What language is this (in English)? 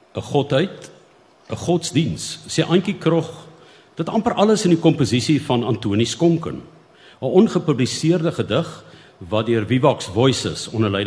Afrikaans